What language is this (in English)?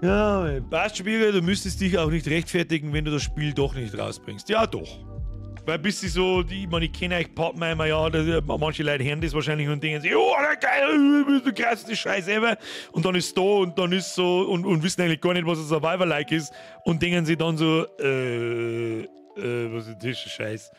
Bavarian